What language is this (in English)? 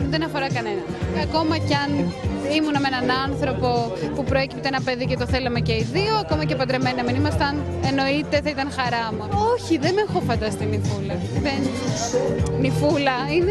Greek